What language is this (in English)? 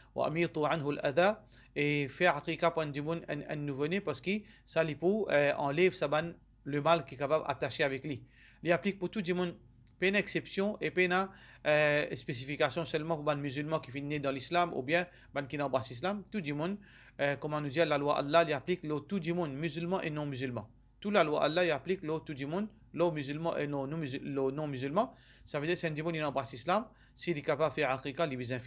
Morisyen